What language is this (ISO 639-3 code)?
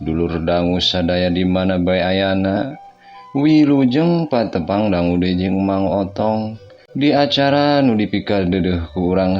sun